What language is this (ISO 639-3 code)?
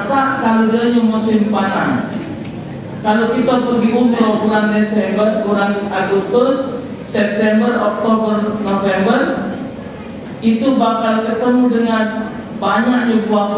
mui